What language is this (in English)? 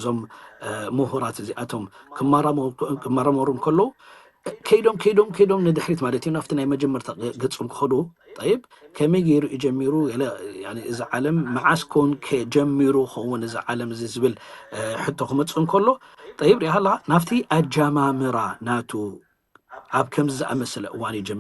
Tigrinya